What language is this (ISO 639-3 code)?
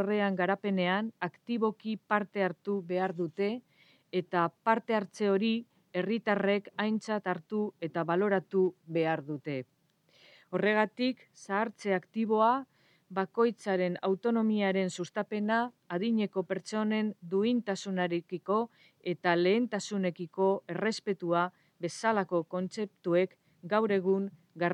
eus